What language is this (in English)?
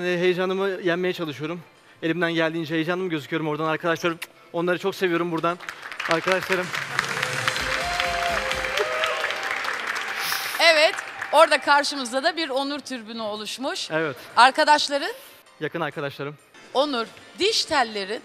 Turkish